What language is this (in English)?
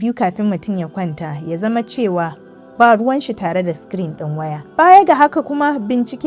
Hausa